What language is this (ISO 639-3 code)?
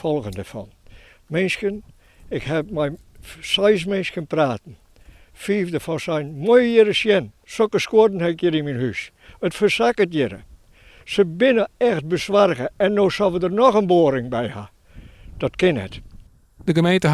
fry